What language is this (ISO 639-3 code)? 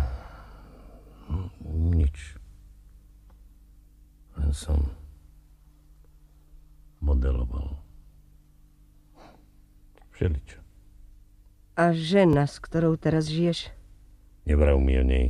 slk